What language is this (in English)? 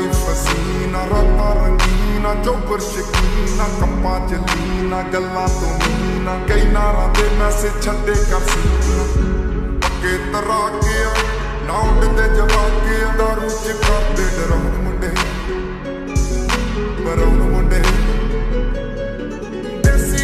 Punjabi